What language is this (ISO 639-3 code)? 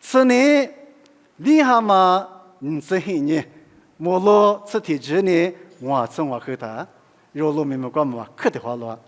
lis